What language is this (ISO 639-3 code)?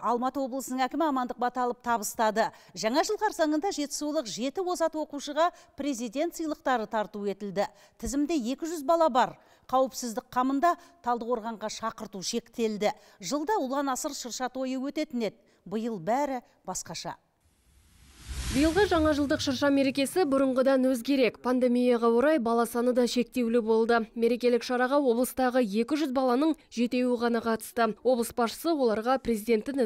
kaz